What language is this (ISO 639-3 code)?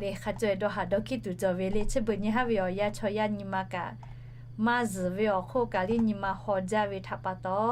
lhu